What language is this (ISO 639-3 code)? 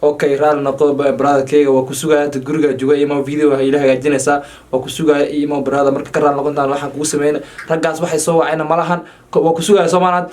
som